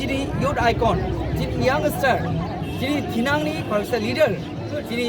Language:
Kok Borok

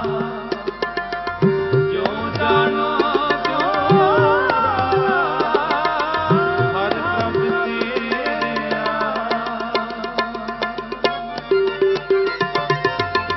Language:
Punjabi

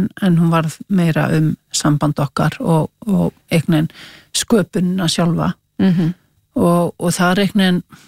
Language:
Icelandic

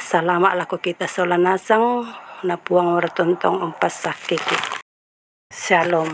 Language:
Toraja-Sa'dan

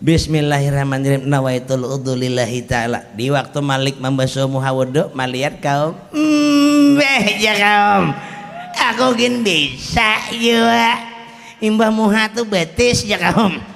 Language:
Banjar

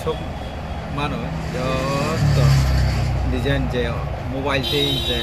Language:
Kok Borok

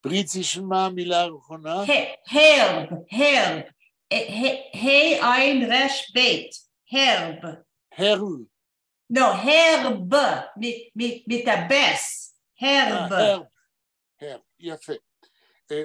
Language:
Yiddish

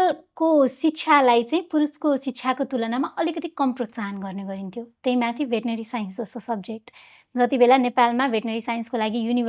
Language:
Nepali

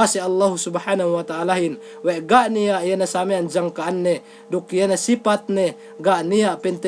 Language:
Yakan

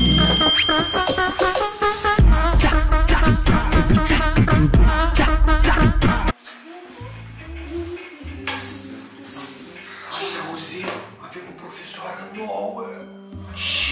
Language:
Romanian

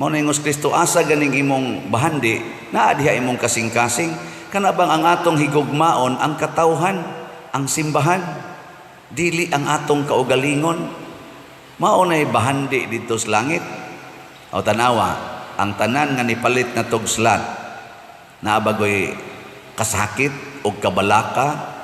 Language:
Cebuano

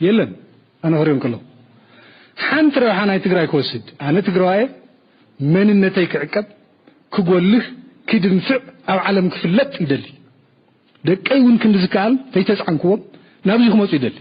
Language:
Tigrinya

